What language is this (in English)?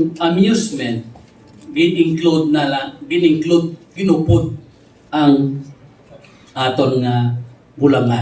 Hiligaynon